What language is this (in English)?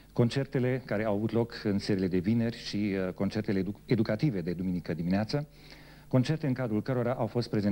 Romanian